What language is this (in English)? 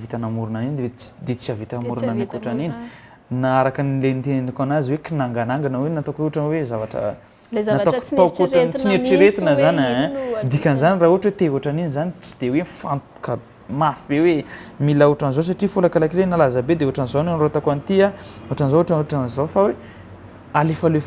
Malagasy